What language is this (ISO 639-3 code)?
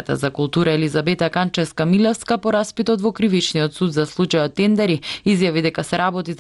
mkd